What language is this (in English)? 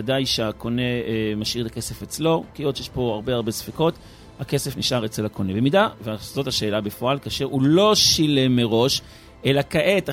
Hebrew